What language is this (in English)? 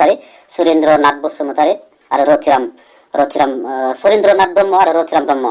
Bodo